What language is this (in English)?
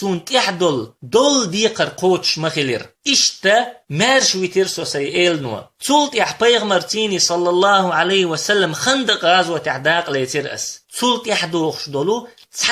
Chechen